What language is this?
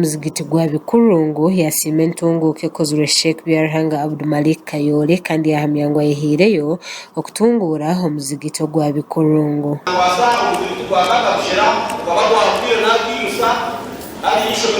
Nyankole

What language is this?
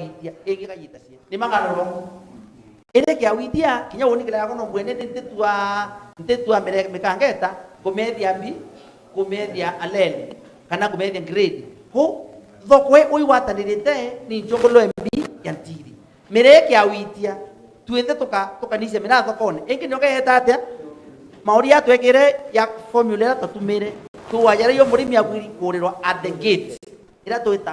Meru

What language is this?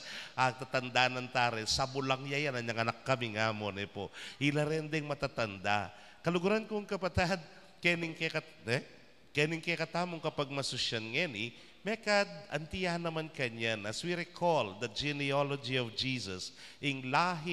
Pampanga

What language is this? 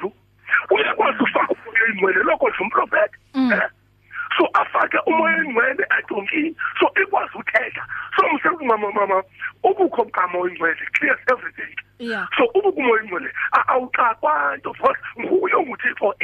English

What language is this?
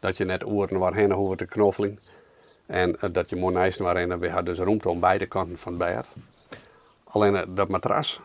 Western Frisian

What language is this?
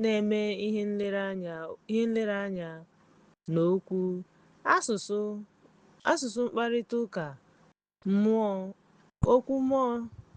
Igbo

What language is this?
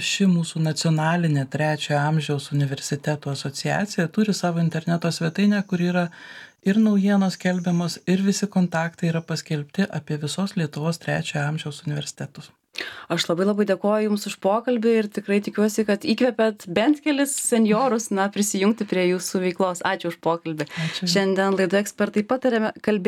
Lithuanian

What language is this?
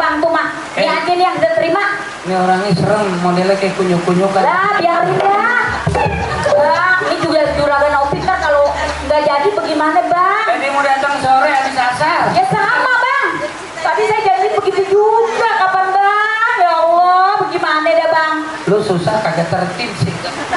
Betawi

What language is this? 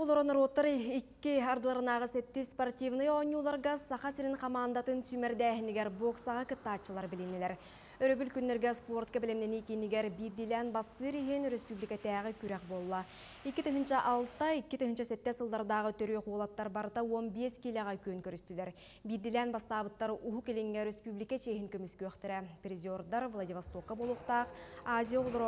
Yakut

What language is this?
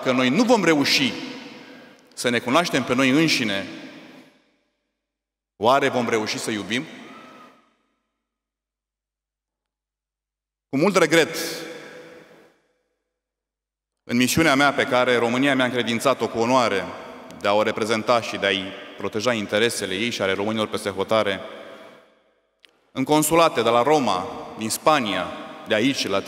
Romanian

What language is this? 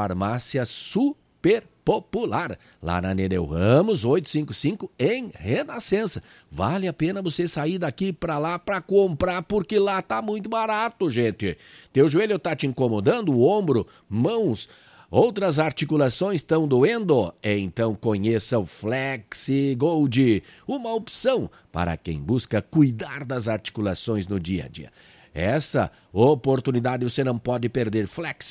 Portuguese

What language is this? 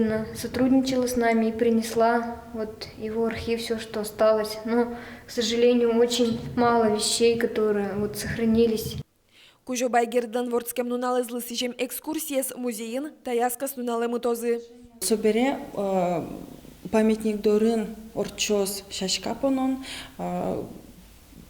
Udmurt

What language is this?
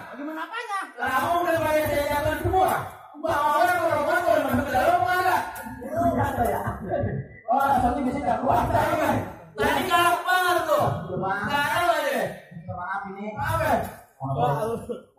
Betawi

